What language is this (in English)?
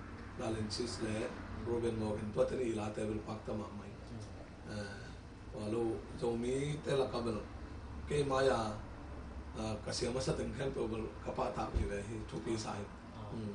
Tedim Chin